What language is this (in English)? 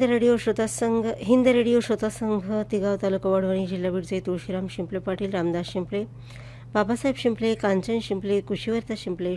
Marathi